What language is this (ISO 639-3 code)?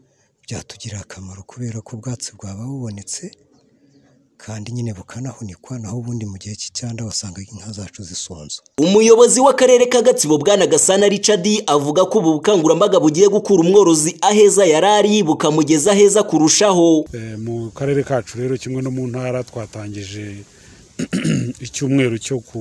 kin